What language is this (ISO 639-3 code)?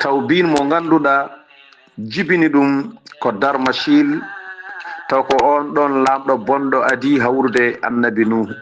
ful